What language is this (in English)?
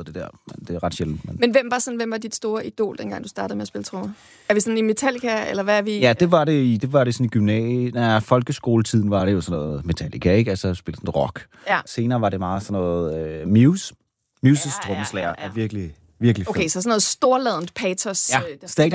Danish